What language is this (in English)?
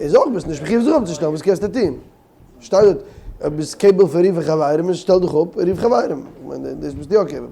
Yiddish